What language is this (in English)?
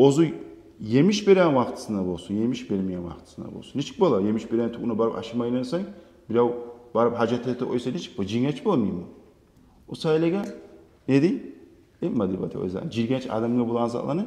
Kumyk